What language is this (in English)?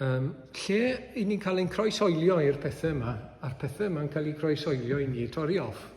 Welsh